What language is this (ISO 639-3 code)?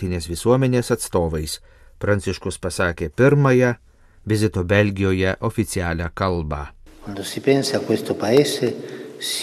lit